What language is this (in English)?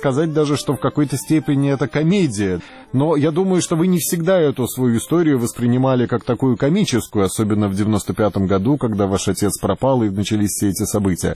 Russian